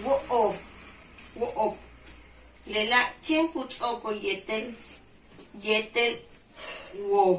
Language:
Yucateco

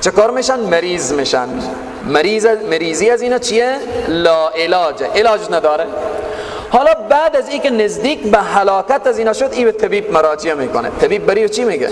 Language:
Persian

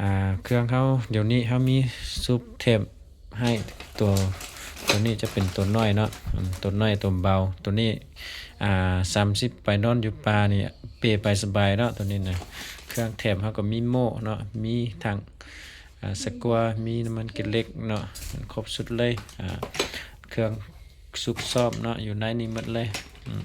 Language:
Lao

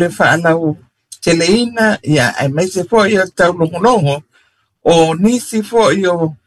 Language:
Samoan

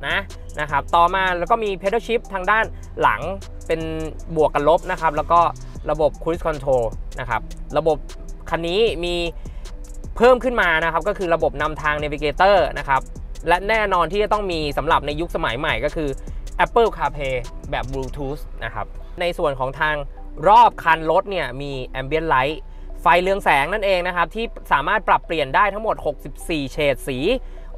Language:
Thai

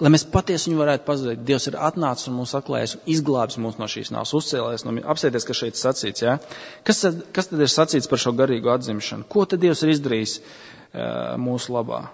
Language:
Latvian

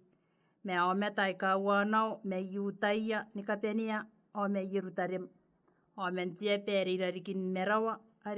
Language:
Gilbertese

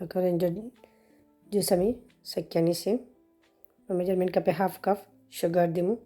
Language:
Sylheti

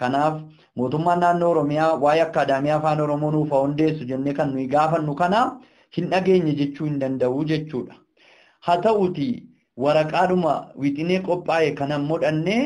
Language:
Oromo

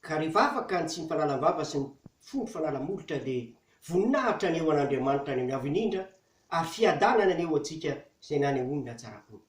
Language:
Malagasy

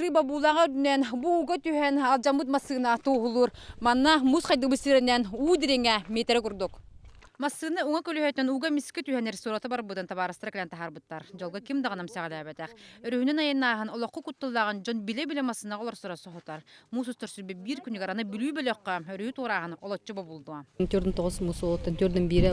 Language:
Yakut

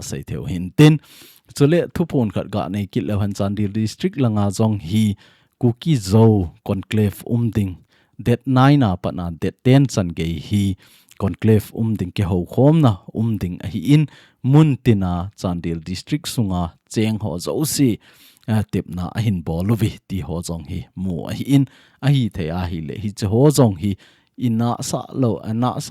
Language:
Thado Chin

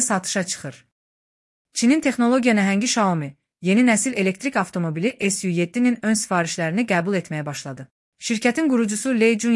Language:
Azerbaijani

